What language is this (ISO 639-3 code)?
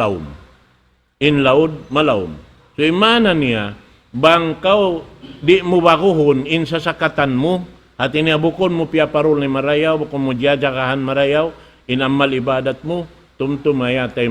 tsg